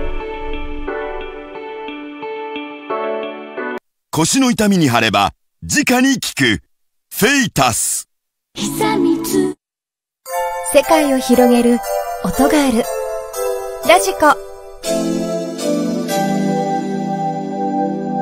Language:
Japanese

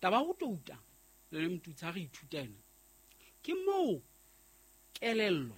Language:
Southern Sotho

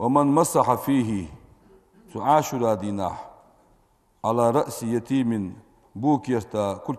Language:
Ingush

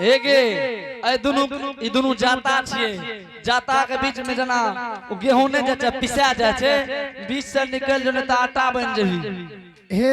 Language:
Angika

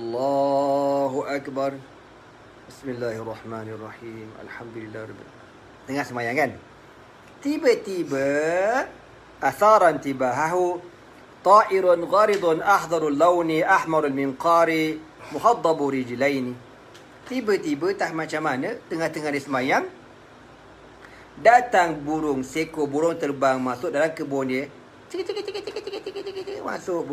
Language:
Malay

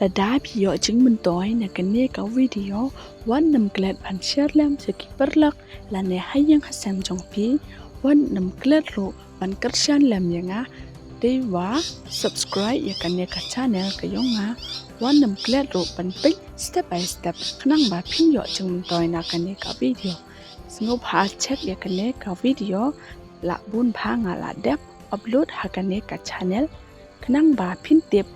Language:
Khasi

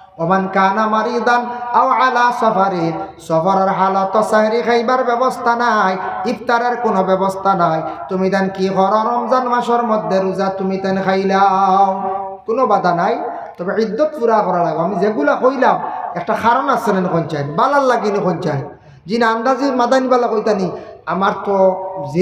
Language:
Sylheti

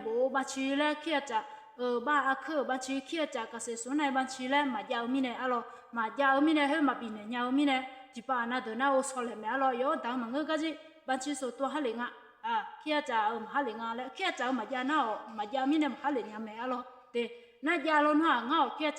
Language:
Akha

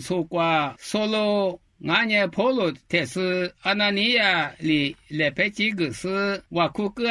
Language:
Lisu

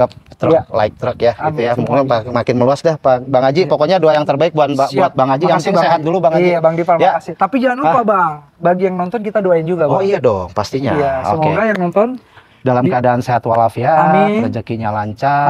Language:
Indonesian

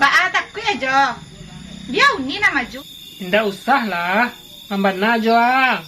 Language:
Minangkabau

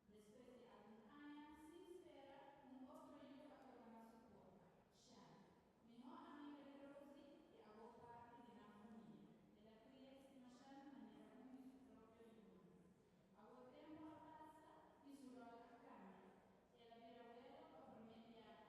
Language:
Papiamento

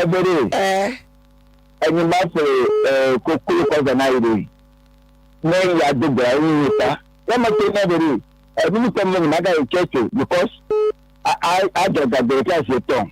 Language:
Ewe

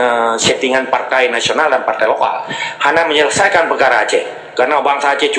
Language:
Achinese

